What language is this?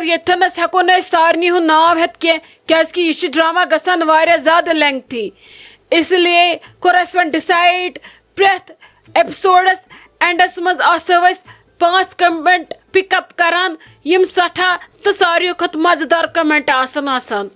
Kashmiri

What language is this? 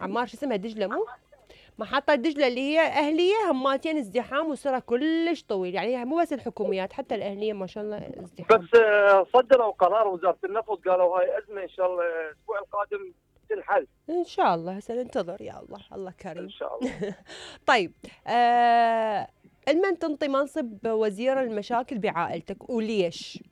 Mesopotamian Arabic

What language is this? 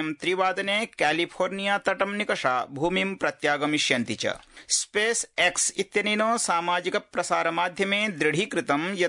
Sanskrit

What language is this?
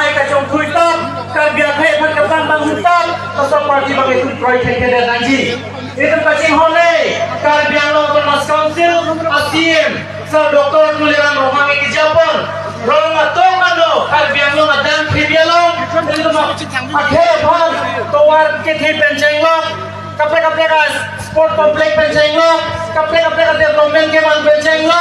Karbi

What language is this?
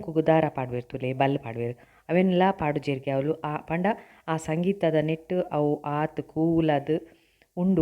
Tulu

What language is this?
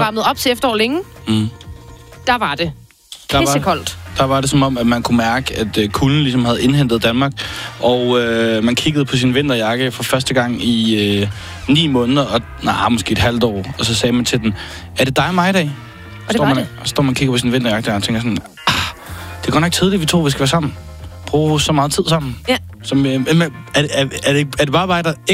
Danish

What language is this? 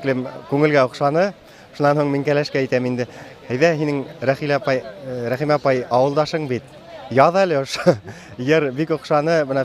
Bashkir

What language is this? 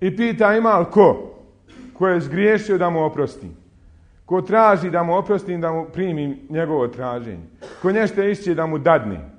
Bosnian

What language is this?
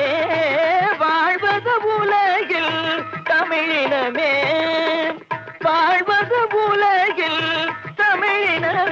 Tamil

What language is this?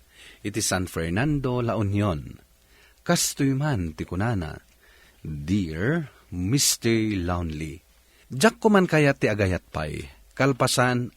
Iloko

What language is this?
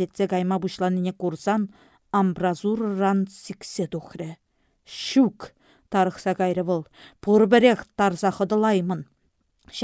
Chuvash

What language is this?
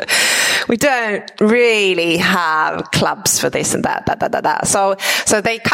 Finnish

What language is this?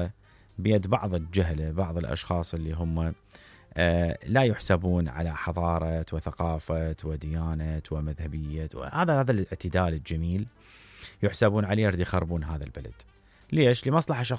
Mesopotamian Arabic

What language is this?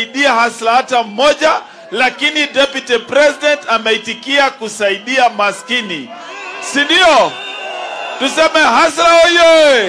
Swahili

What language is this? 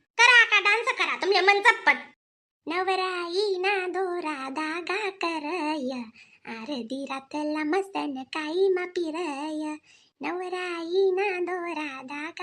Khandesi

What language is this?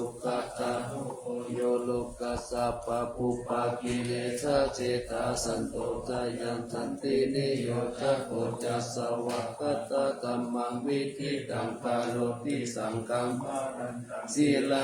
Pali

